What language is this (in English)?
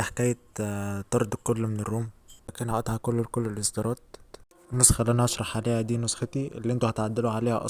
Egyptian Arabic